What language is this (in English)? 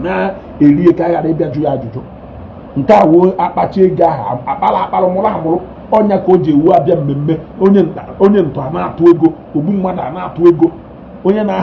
Igbo